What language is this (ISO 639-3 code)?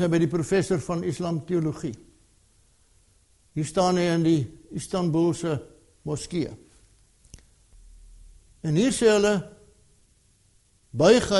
afr